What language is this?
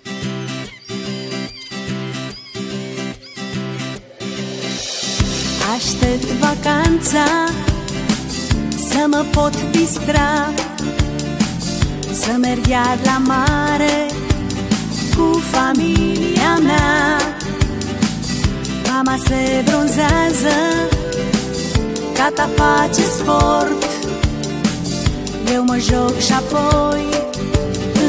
Romanian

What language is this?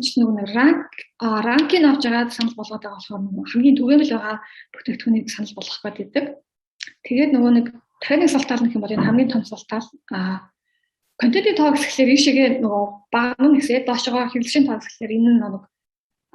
Mongolian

